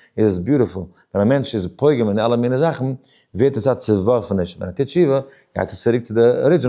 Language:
Yiddish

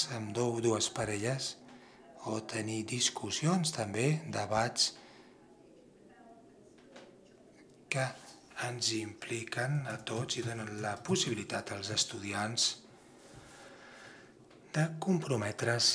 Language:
Catalan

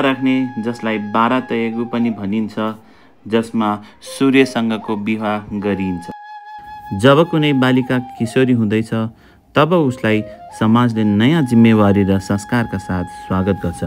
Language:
Nepali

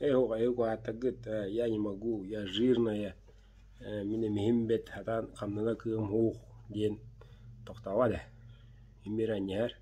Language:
Yakut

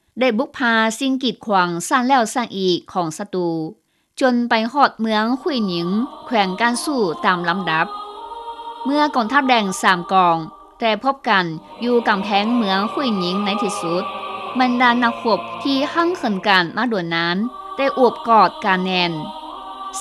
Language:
Lao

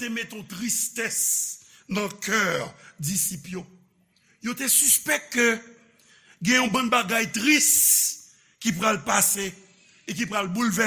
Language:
Haitian Creole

